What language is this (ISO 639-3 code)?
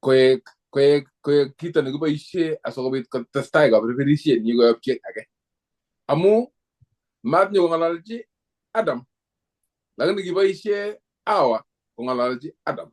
kln